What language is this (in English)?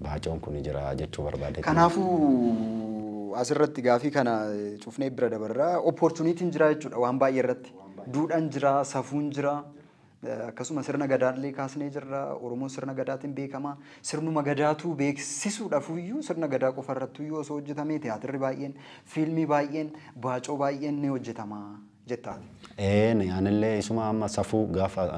Oromo